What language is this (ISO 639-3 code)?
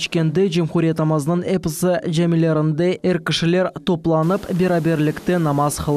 crh